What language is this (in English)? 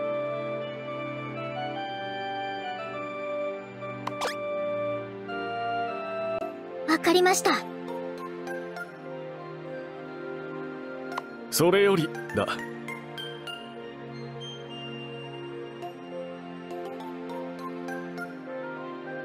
Japanese